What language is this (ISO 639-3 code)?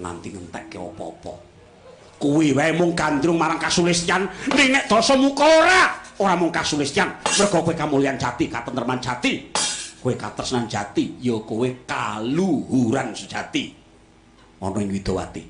jav